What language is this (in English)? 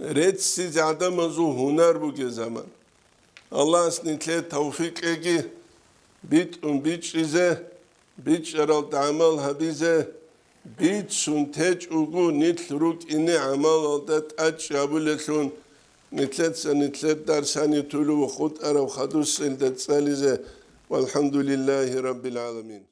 Avaric